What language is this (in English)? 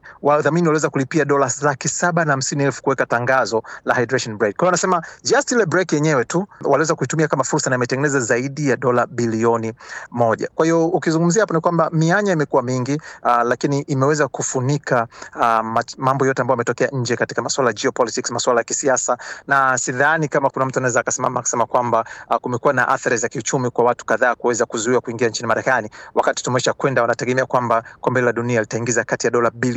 Swahili